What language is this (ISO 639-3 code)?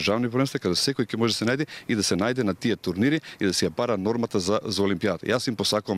mkd